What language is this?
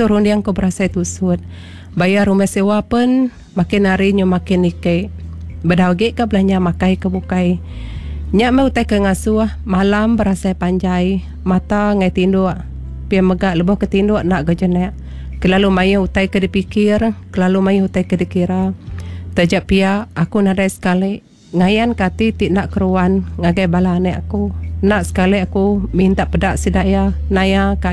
Iban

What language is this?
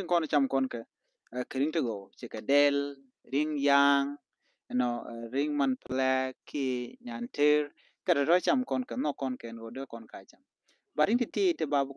Nuer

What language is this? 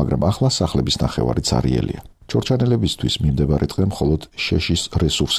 Georgian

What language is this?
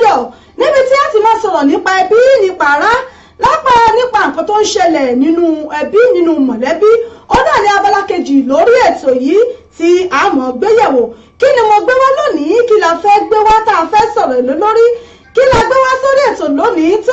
Yoruba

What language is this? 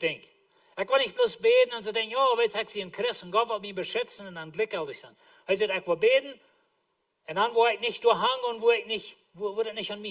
Plautdietsch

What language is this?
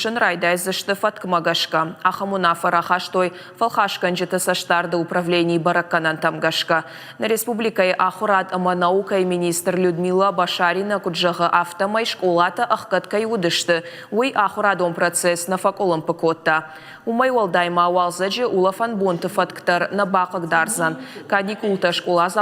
Ossetic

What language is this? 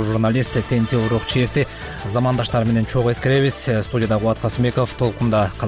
Kyrgyz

